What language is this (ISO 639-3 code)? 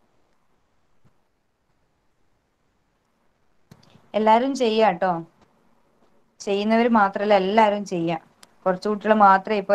mal